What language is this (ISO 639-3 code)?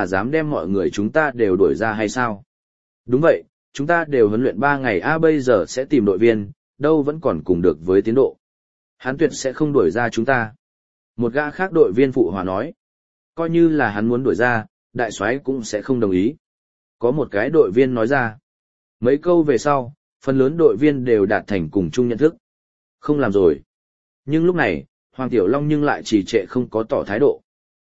vie